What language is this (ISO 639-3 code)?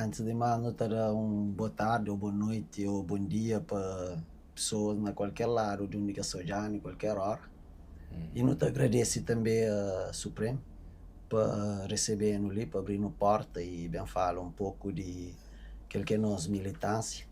kea